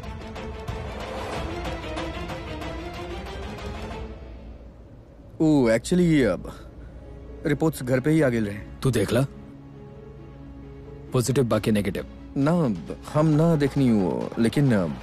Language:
Bhojpuri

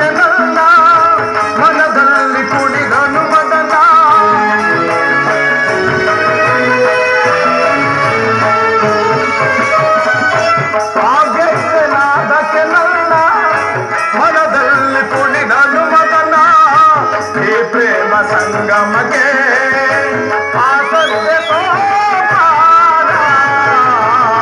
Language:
Kannada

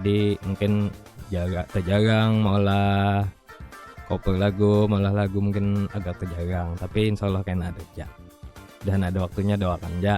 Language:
Banjar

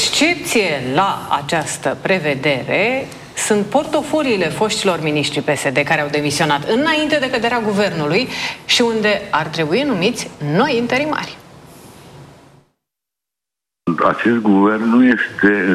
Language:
Romanian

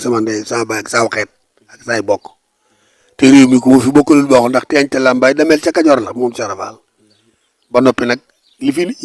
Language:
Wolof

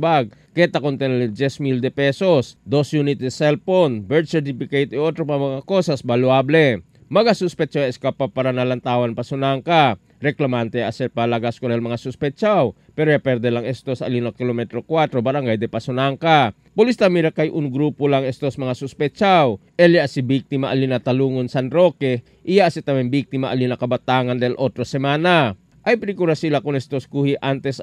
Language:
Chavacano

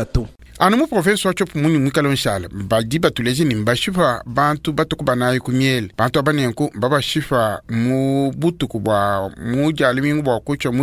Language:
Luba-Lulua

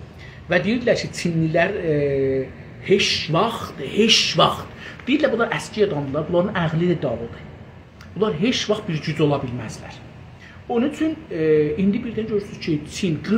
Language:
South Azerbaijani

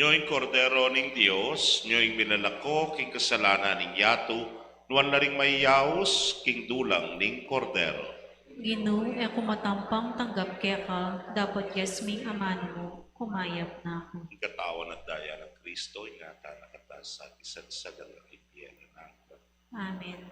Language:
Pampanga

